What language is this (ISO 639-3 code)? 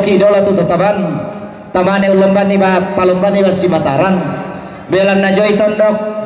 sda